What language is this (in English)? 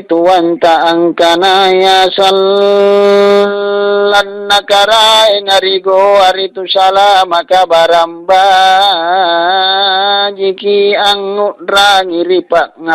Makasar